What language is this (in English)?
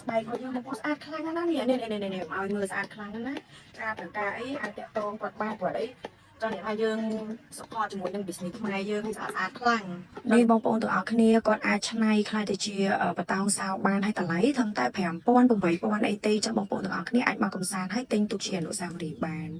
Khmer